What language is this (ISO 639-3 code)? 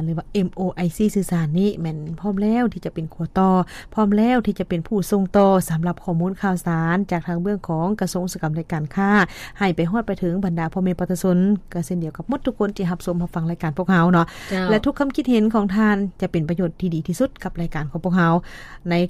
lao